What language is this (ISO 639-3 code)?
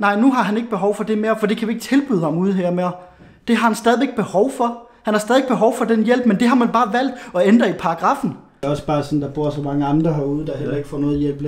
dan